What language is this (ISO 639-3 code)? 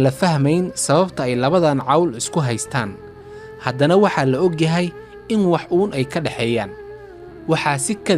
som